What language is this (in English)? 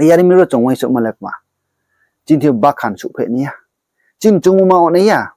Riang (India)